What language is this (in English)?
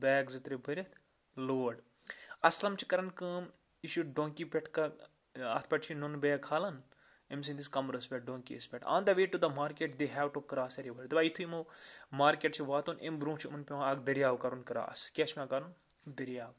Kashmiri